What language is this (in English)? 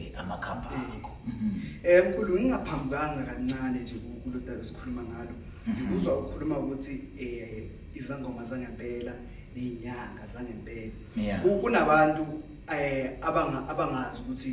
Zulu